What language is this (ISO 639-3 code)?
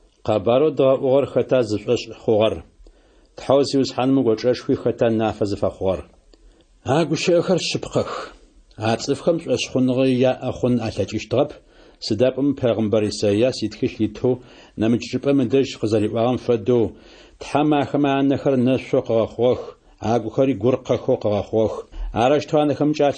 ady